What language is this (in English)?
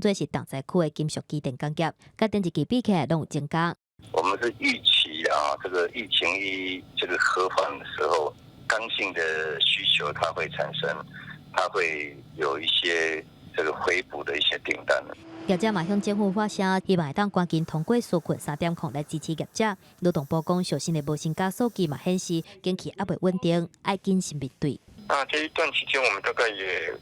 Min Nan Chinese